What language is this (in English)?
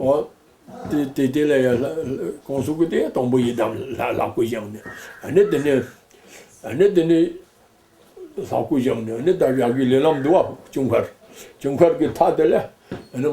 Tibetan